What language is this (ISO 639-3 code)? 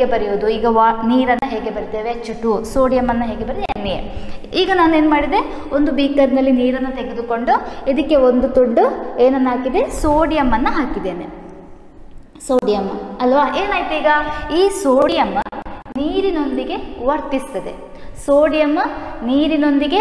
kan